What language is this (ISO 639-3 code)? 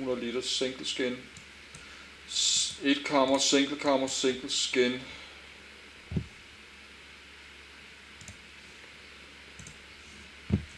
dan